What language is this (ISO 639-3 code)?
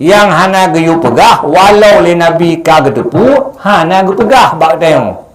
ace